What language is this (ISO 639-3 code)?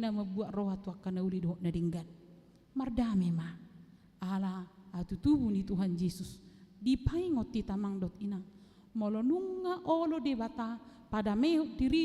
bbc